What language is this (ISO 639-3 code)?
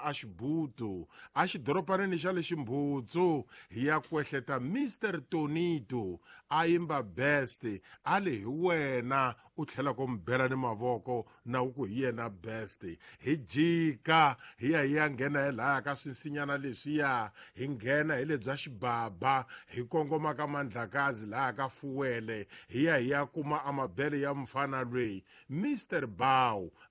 tso